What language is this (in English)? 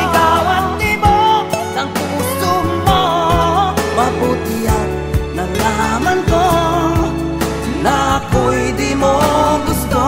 Filipino